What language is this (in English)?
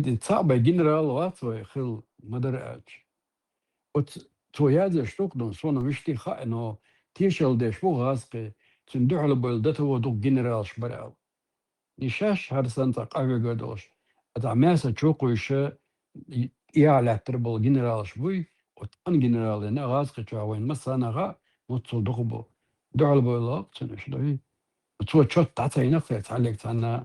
Chechen